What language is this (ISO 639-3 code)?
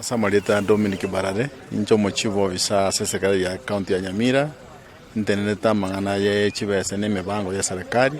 guz